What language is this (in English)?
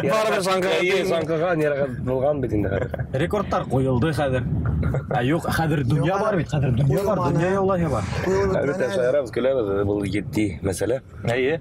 Bashkir